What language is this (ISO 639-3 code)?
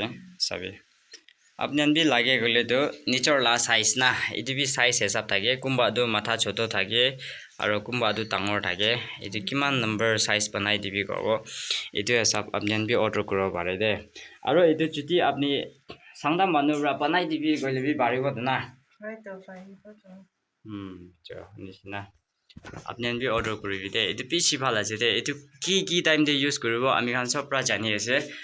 nag